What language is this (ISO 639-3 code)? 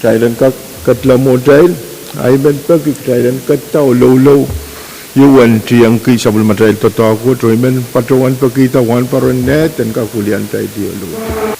pon